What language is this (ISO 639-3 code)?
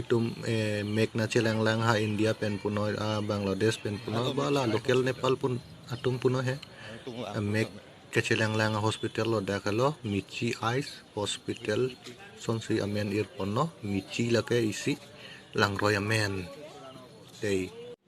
mjw